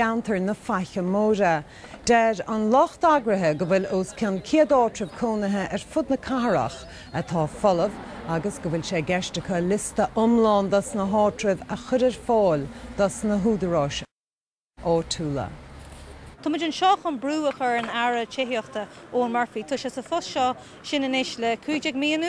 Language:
Irish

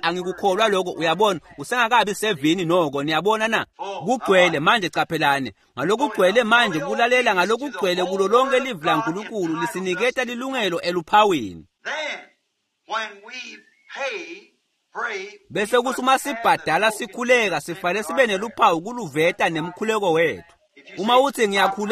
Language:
Swati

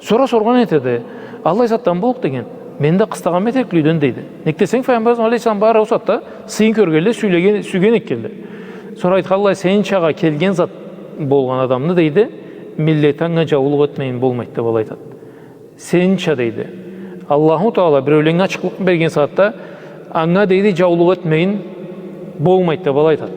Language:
Karachay-Balkar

